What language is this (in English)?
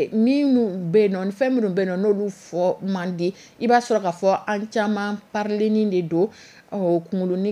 Dyula